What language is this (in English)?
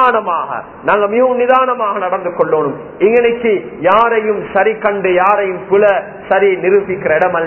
Tamil